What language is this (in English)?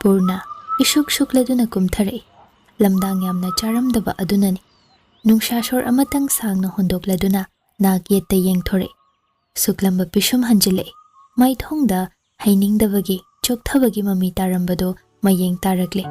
Manipuri